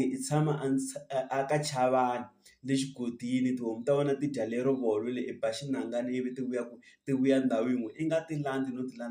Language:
Tsonga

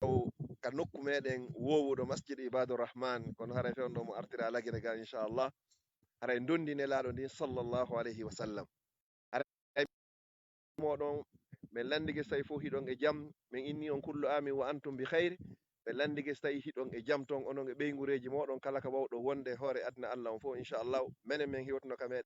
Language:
Fula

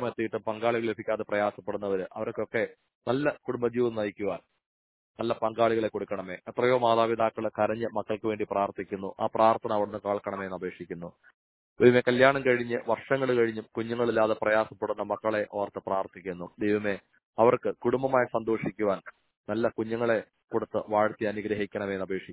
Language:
Malayalam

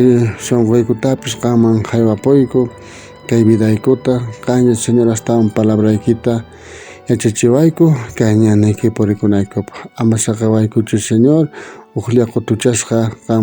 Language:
South Bolivian Quechua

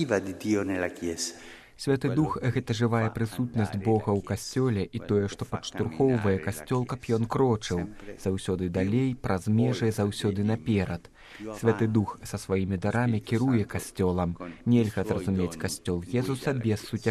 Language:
Belarusian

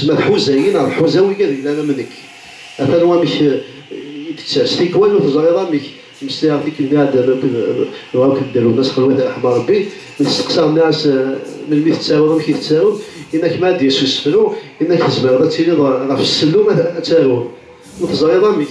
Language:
Kabyle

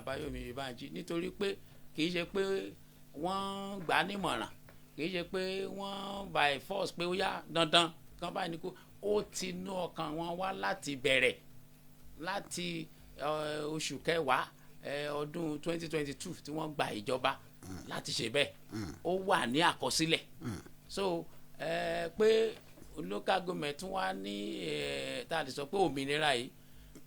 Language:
Yoruba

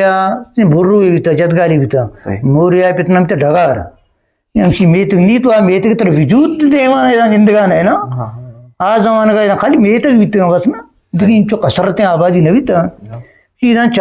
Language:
Eastern Balochi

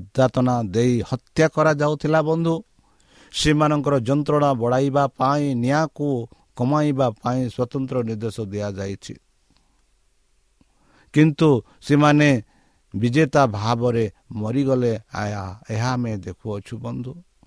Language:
Odia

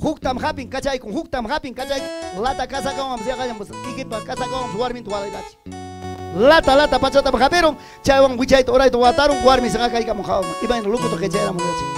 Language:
Ayacucho Quechua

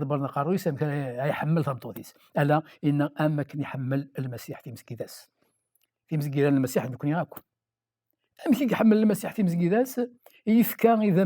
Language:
Kabyle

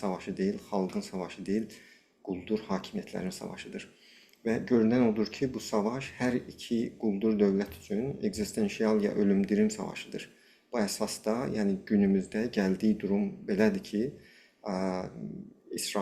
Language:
South Azerbaijani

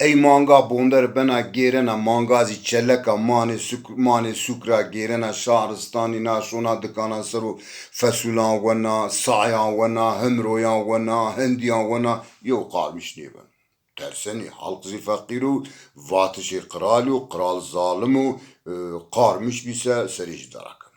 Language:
Zaza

